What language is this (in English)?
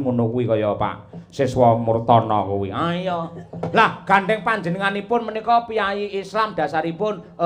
Javanese